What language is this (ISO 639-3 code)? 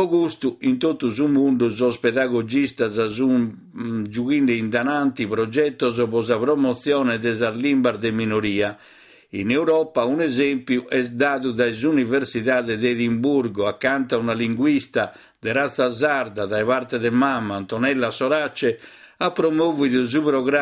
srd